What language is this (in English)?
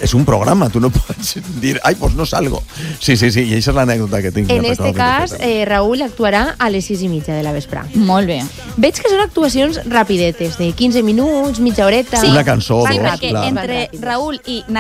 Catalan